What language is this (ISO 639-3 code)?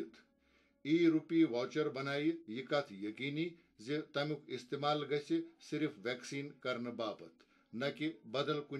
kas